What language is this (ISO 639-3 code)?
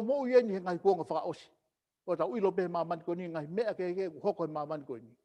ton